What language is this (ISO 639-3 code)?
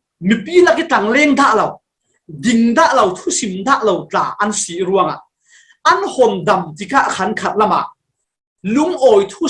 cfm